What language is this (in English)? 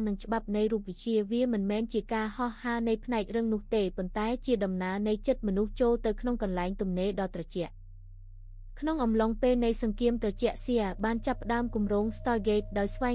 Khmer